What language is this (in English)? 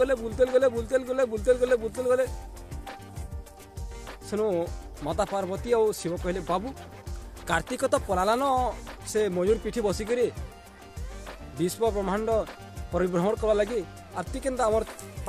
Sambalpuri